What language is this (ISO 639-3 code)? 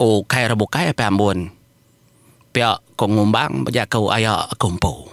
iba